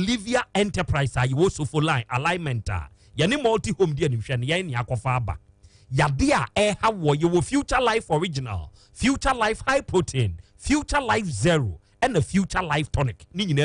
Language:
Akan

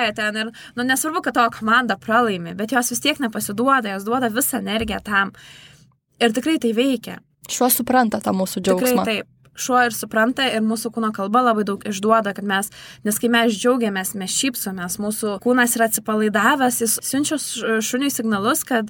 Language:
Lithuanian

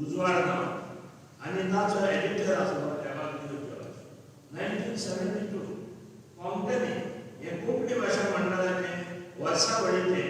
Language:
Konkani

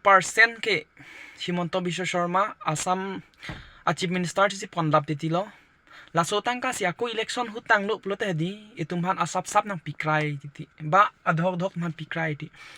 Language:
Karbi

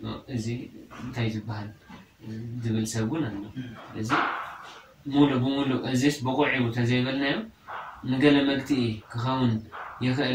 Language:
Tigrinya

